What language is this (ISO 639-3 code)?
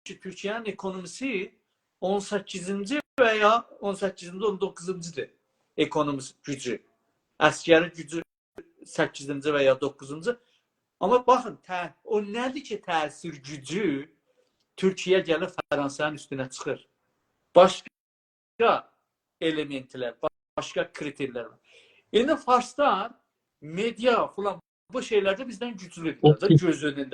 azb